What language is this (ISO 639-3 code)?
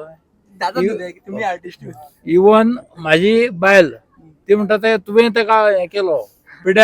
kok